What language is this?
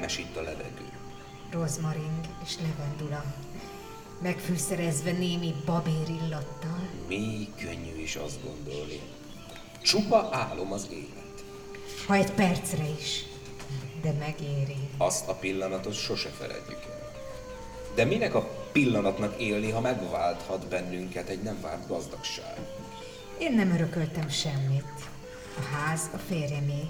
Hungarian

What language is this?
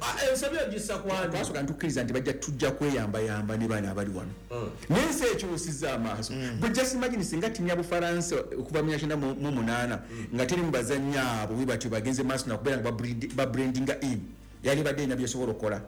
Ganda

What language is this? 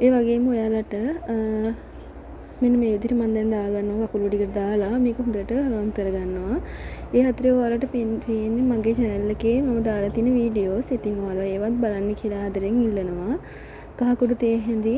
Sinhala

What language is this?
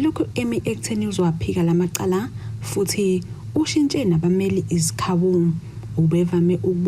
Zulu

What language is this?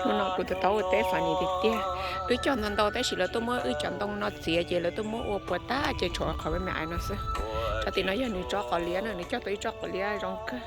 Hmong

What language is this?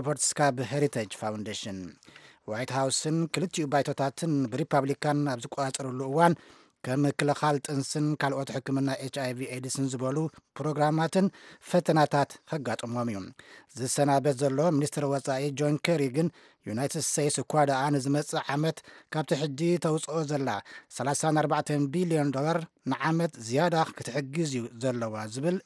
Tigrinya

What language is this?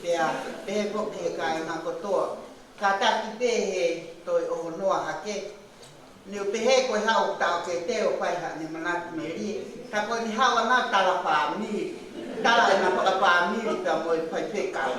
Tongan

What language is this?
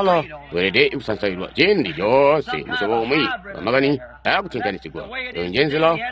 Tonga (Zambia)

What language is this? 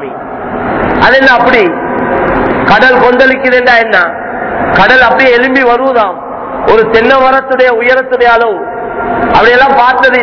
Tamil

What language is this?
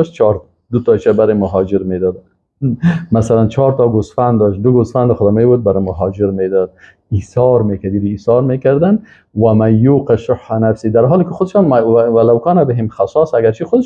Persian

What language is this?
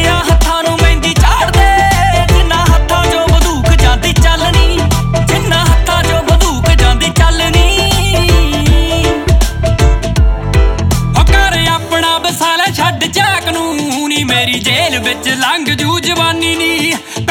Punjabi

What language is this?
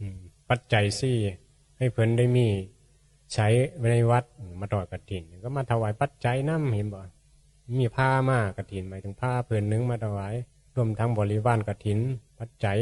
Northeastern Thai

